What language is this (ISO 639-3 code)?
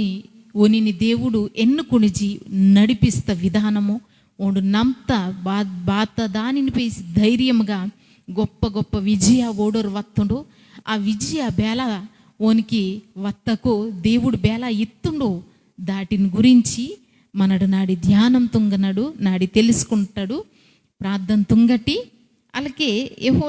kff